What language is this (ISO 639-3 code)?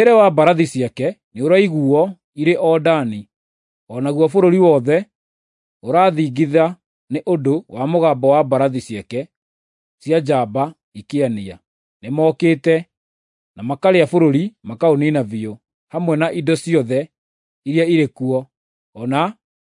kik